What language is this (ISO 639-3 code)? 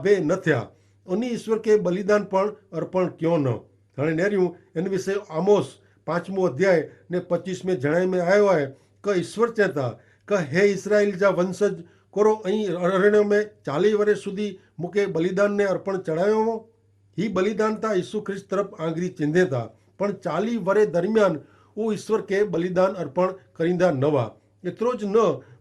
kfr